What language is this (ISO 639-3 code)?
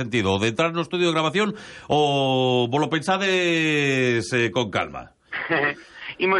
glg